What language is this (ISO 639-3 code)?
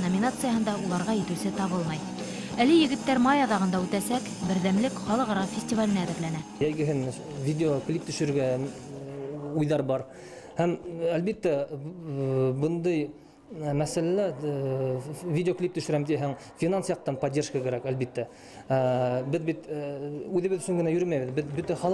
bak